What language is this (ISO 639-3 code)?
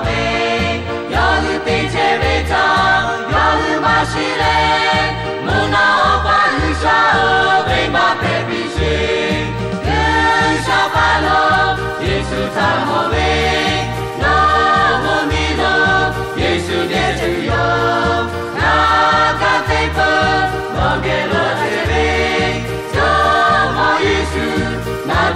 lhu